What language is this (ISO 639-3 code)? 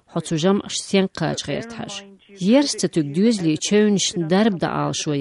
che